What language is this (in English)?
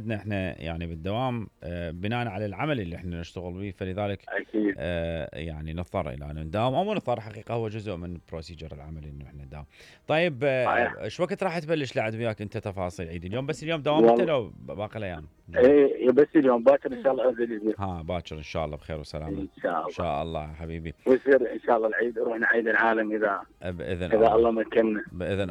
Mesopotamian Arabic